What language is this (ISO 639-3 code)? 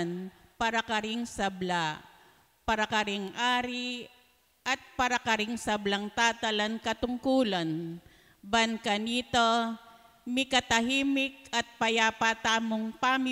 pam